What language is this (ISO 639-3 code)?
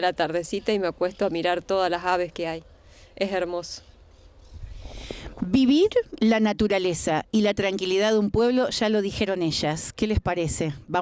spa